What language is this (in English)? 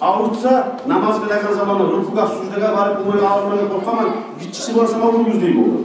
Kumyk